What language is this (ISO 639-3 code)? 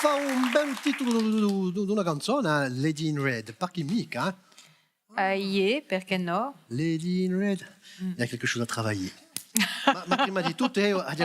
cos